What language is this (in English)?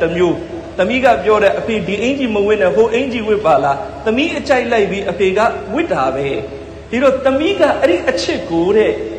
Burmese